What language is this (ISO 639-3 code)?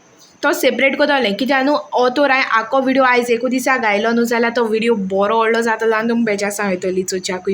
kok